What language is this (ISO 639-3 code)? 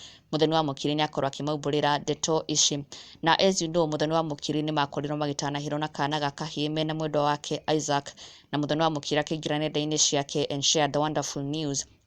kik